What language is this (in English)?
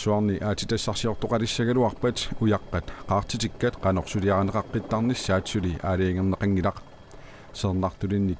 Kalaallisut